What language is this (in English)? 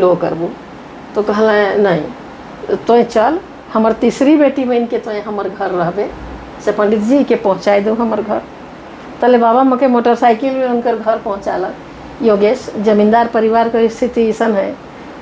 Sadri